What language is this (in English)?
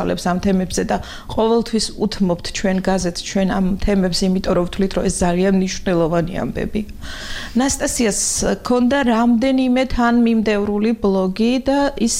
Georgian